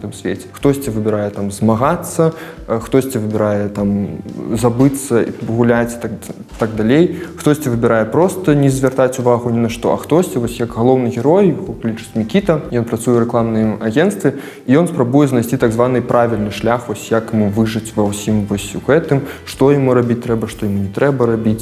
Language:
Belarusian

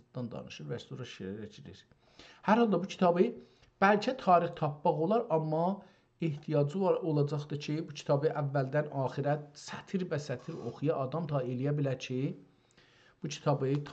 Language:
South Azerbaijani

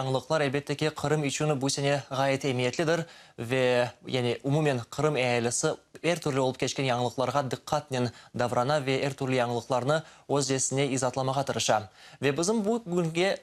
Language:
Crimean Tatar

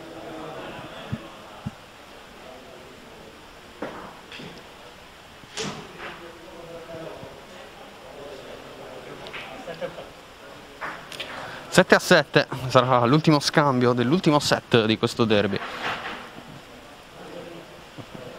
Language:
Italian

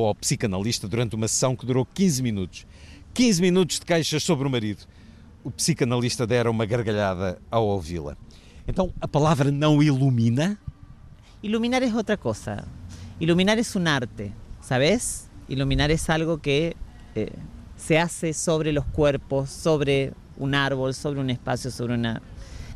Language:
Portuguese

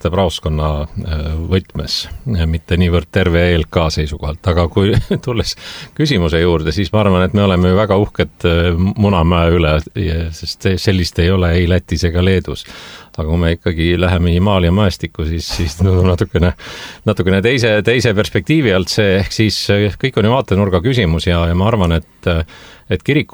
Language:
Estonian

